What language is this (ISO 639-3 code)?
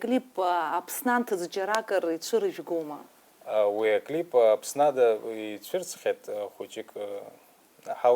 abk